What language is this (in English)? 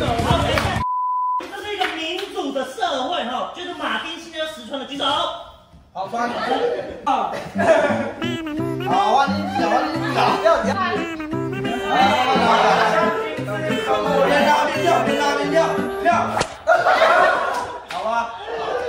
Chinese